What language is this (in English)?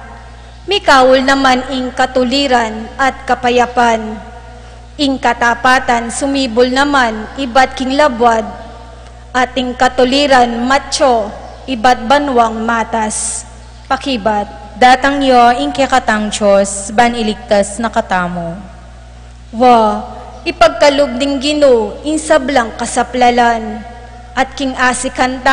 Pampanga